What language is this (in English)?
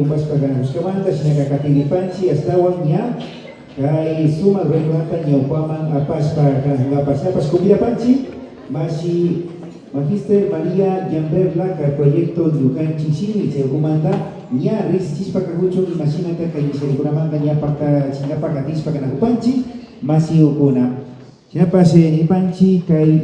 Imbabura Highland Quichua